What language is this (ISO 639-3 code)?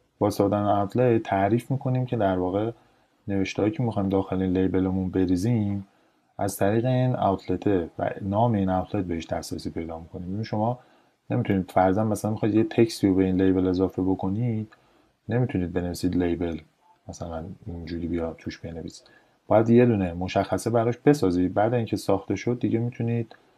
fas